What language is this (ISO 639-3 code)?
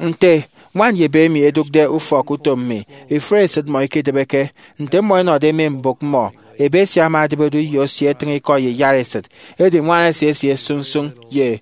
efi